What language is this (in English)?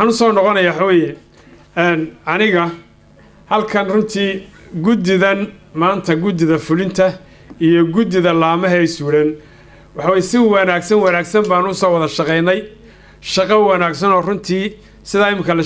Somali